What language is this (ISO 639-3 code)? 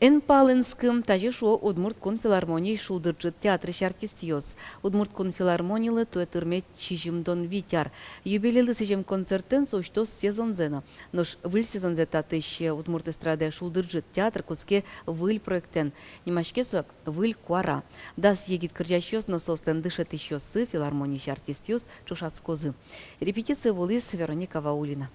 udm